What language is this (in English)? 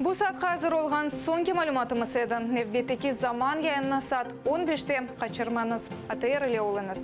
Crimean Tatar